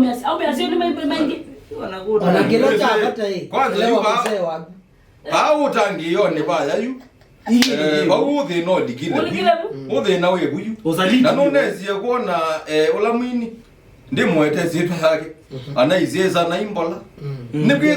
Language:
Kamba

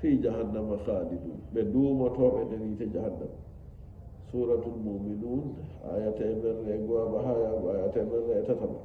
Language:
Nigerian Fulfulde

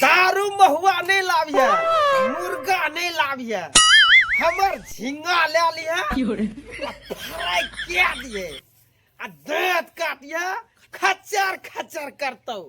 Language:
Maithili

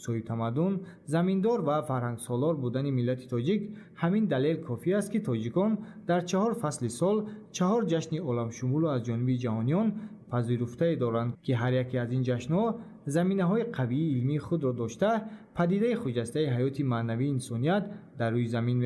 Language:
Tajik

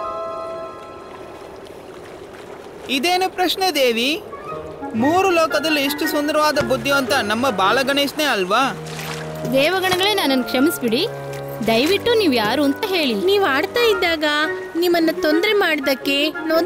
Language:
Kannada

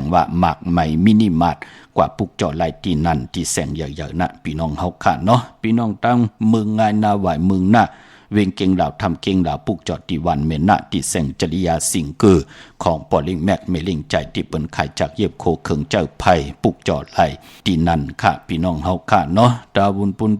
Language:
Shan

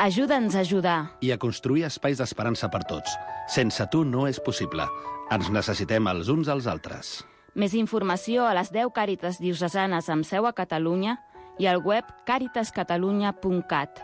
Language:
Catalan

